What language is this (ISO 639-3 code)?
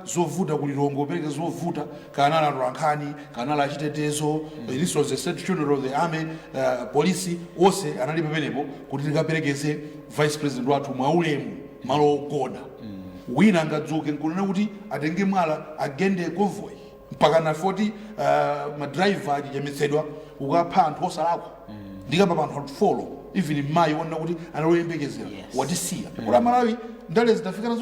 nya